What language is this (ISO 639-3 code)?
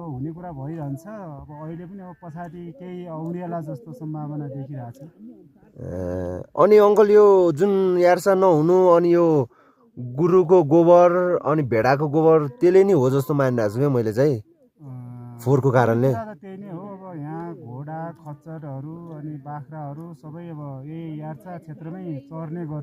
nep